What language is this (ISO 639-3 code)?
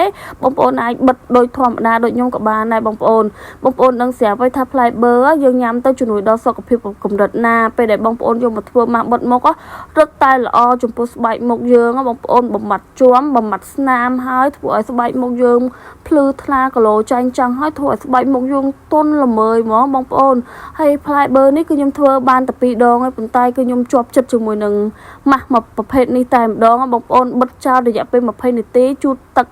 khm